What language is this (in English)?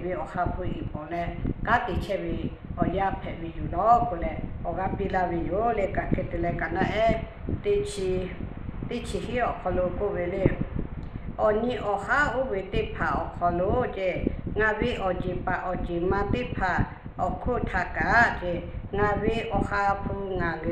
Lahu